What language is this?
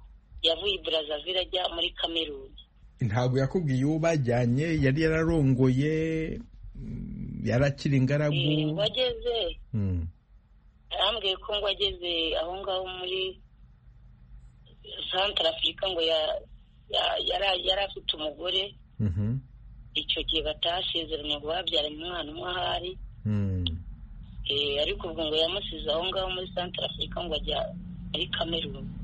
Kinyarwanda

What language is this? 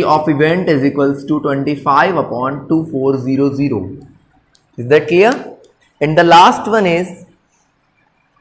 Hindi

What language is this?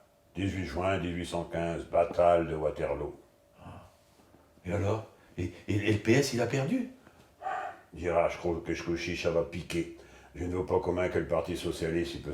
Picard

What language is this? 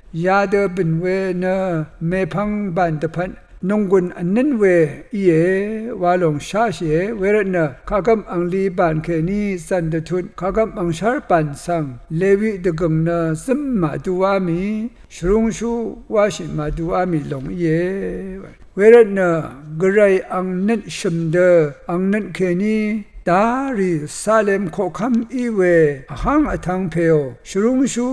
Rawang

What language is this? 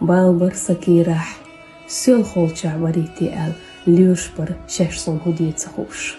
Chechen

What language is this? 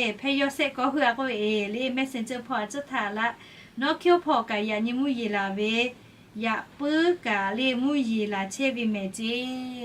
Lahu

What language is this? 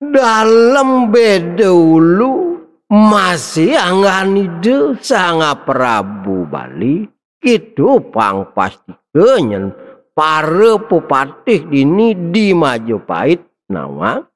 Balinese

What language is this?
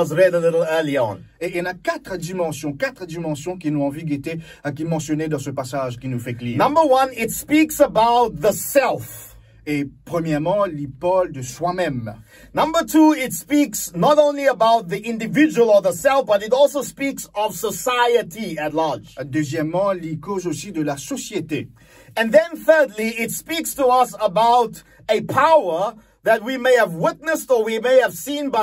Morisyen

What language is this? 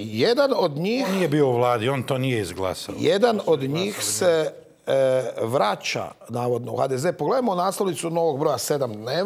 Croatian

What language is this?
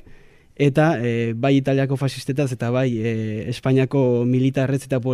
Basque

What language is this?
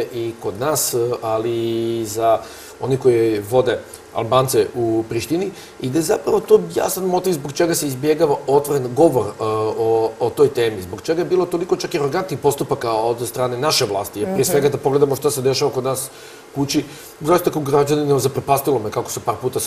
Serbian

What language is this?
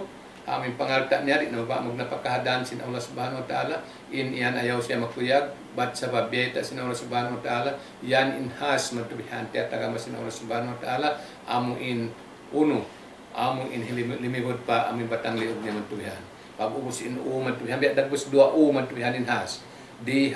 Tausug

